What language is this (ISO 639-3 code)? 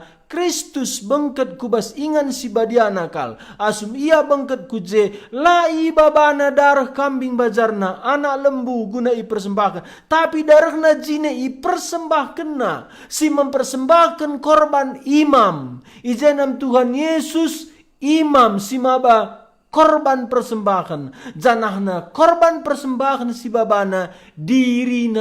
btx